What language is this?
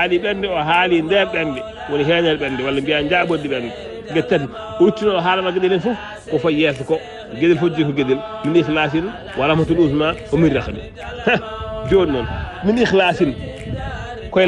Fula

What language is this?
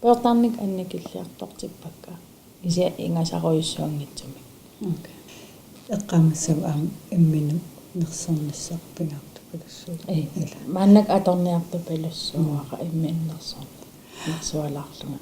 Kalaallisut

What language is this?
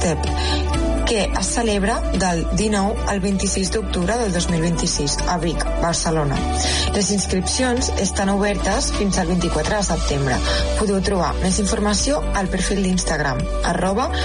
Catalan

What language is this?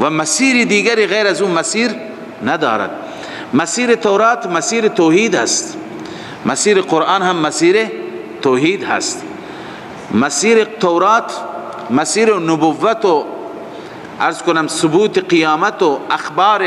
Persian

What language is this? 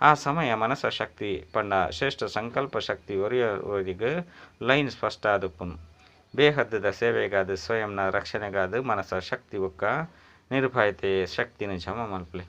Tulu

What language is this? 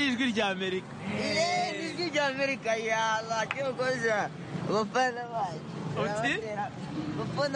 Kinyarwanda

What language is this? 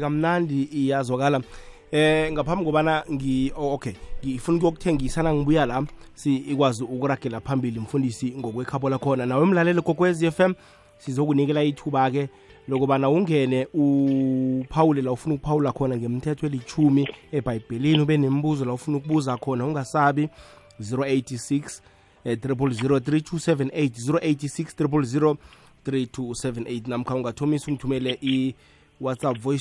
South Ndebele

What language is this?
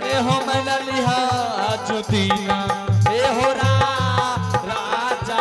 Angika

